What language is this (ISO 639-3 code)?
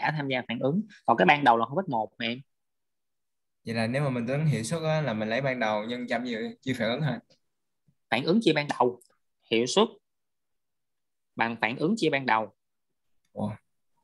vie